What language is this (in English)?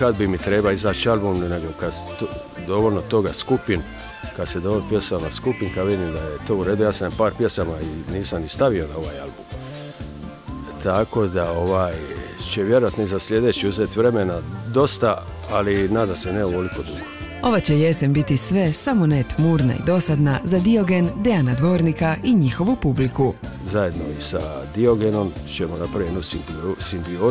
Croatian